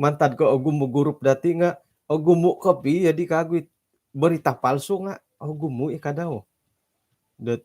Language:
Central Dusun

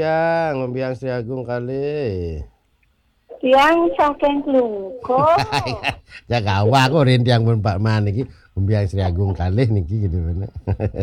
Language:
Balinese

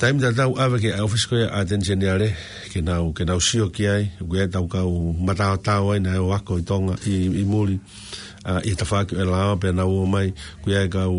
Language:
Tongan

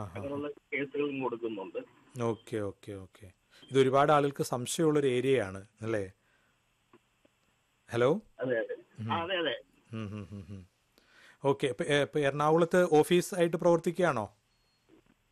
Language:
Malayalam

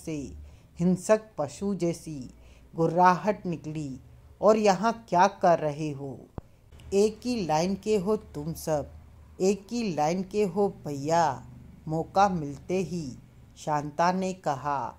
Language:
Hindi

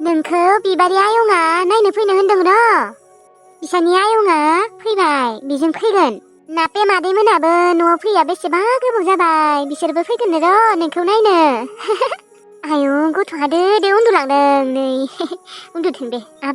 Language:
Bodo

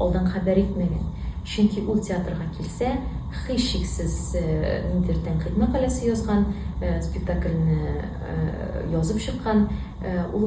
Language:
Tatar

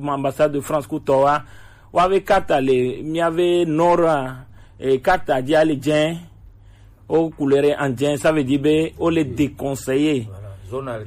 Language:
Gen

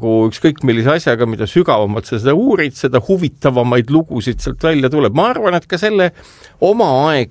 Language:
Estonian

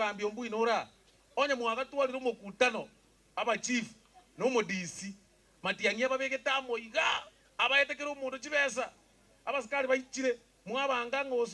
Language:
Gusii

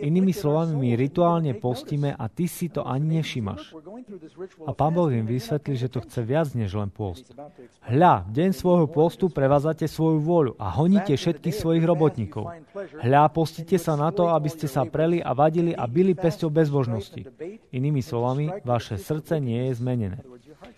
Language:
Slovak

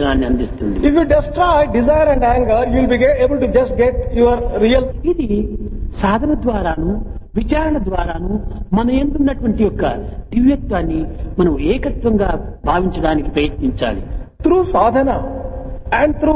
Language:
Telugu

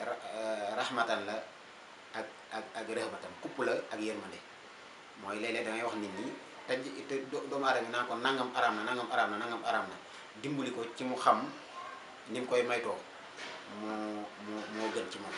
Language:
Wolof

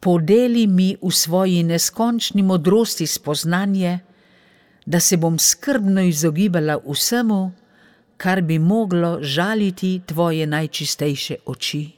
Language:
Slovenian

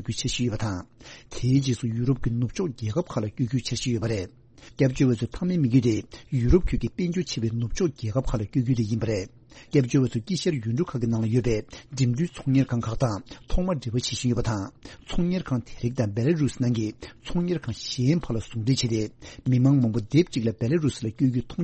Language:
Tibetan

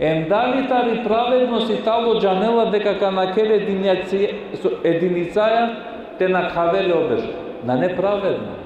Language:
Balkan Romani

